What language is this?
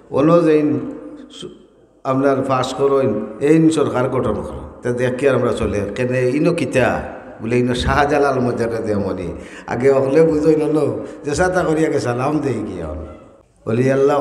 Sylheti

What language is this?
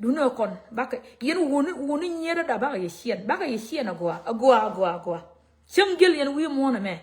Nuer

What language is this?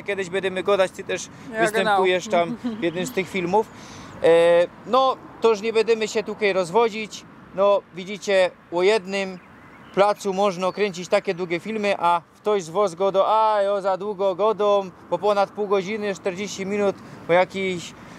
Silesian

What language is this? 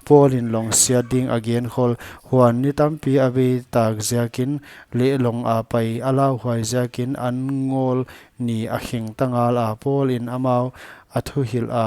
Paite Chin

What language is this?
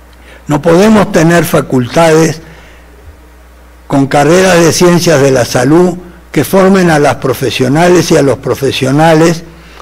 Spanish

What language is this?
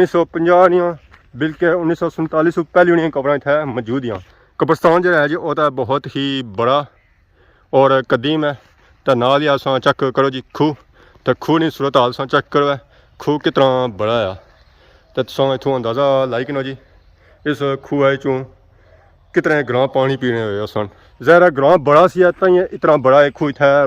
Pahari-Potwari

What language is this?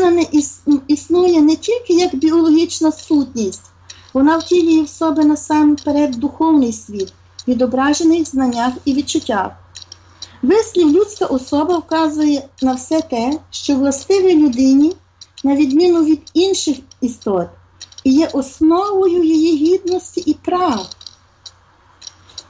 Ukrainian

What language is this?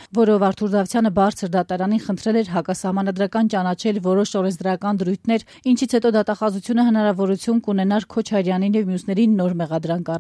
Armenian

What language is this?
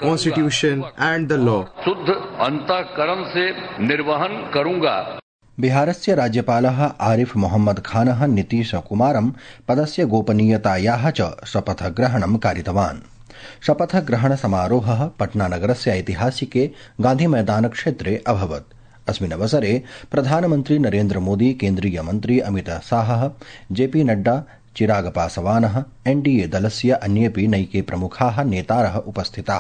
Sanskrit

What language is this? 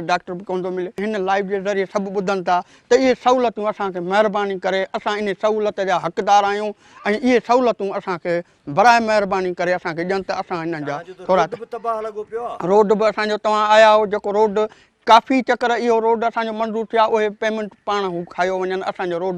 Sindhi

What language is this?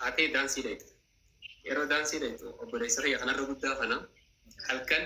Oromo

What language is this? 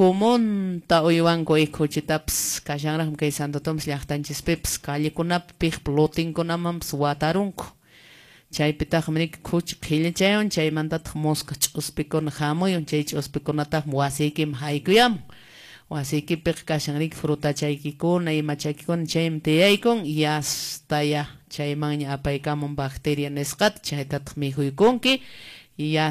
Quechua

